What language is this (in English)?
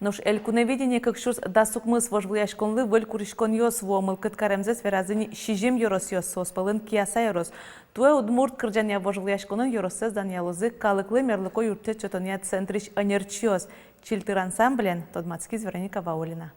Udmurt